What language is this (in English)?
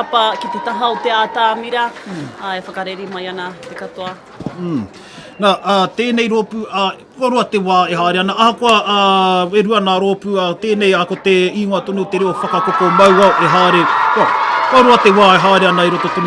Māori